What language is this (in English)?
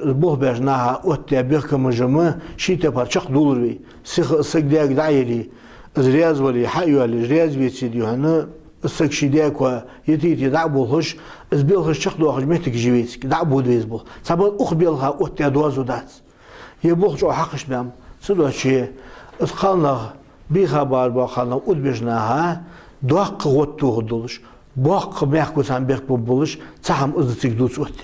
Ingush